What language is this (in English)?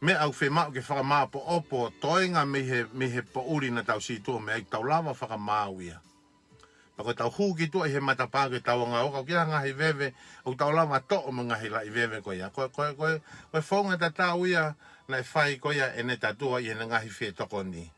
Tongan